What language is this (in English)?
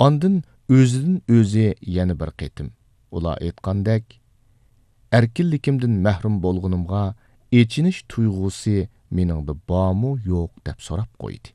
Uyghur